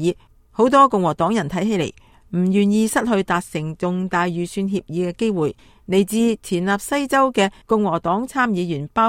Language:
Cantonese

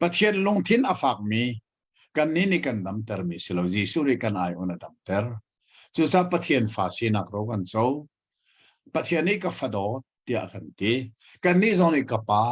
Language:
Hakha Chin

